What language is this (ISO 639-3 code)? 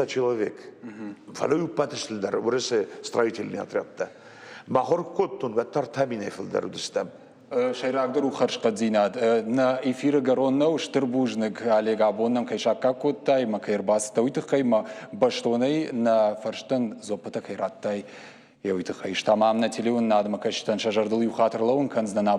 oss